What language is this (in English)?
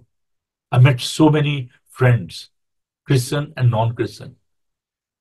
Urdu